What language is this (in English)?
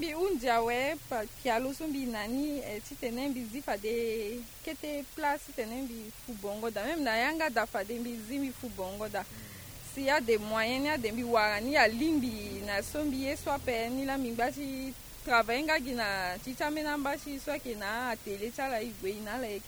Sango